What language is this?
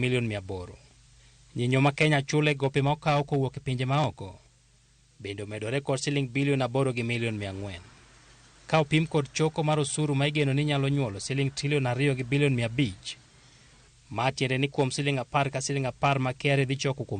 Luo (Kenya and Tanzania)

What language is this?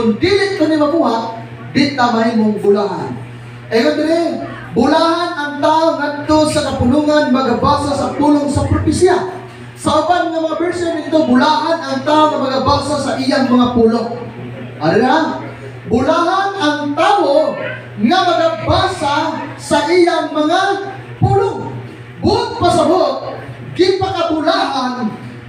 Cebuano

